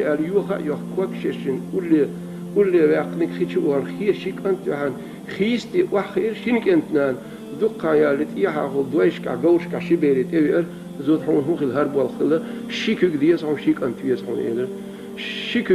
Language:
Chechen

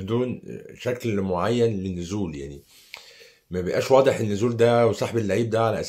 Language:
Egyptian Arabic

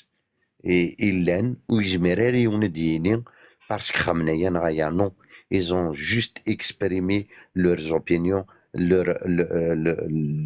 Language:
Kabyle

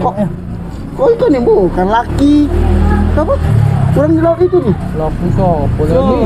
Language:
Musi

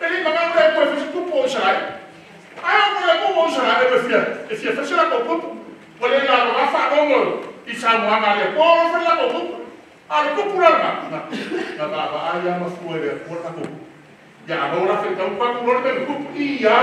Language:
Samoan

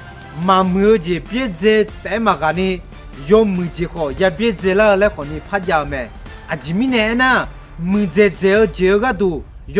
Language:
Akha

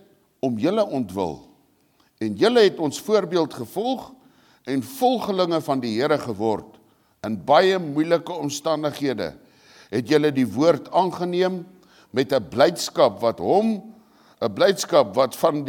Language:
Afrikaans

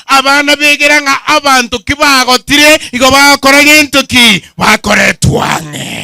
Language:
Gusii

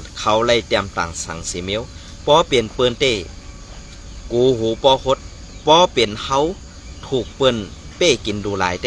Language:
Shan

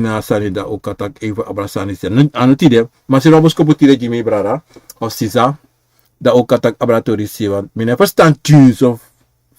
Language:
Sranan Tongo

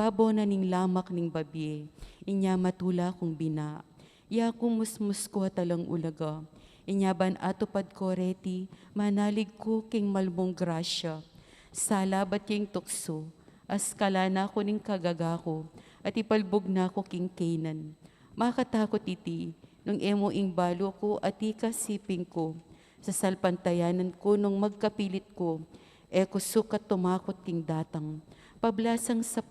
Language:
Pampanga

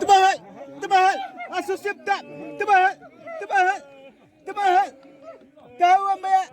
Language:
Xavánte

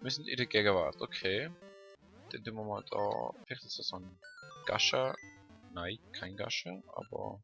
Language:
Swiss German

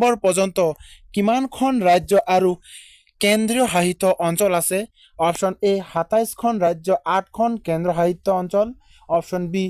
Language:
Assamese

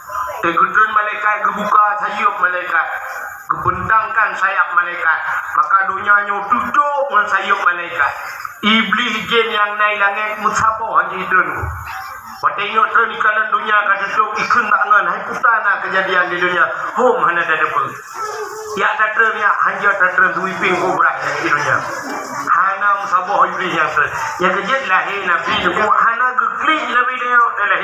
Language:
Achinese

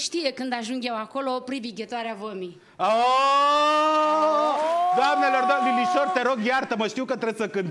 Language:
Romanian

